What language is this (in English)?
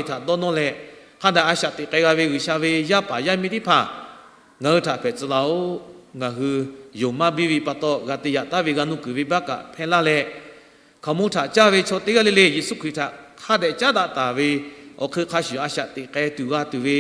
Lahu